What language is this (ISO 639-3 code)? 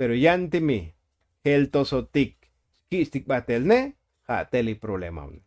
tzo